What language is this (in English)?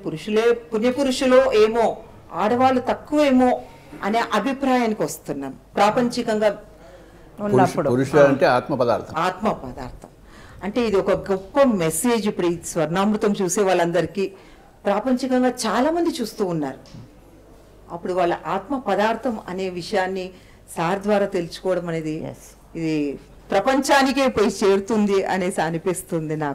Telugu